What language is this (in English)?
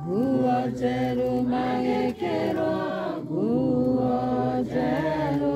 Kikuyu